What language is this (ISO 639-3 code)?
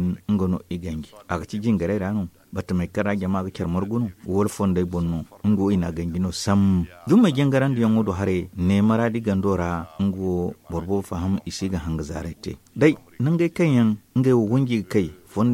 dje